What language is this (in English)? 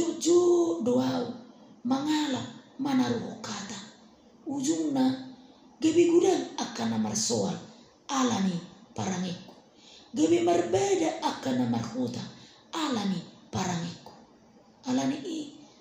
Batak Toba